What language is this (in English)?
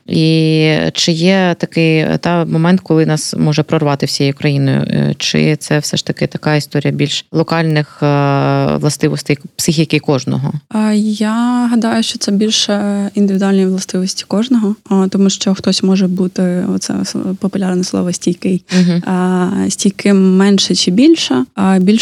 Ukrainian